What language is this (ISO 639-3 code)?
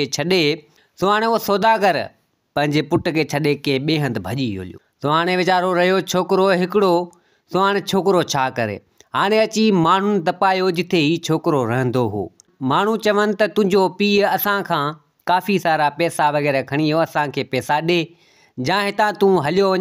snd